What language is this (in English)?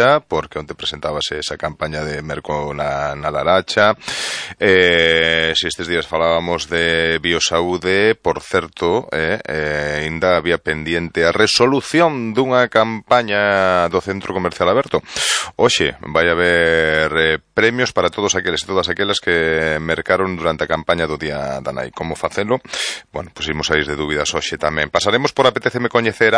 Galician